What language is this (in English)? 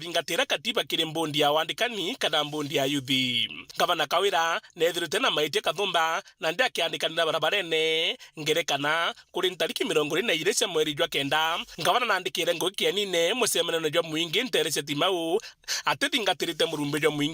Meru